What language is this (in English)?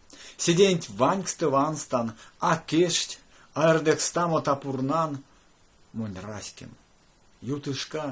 Erzya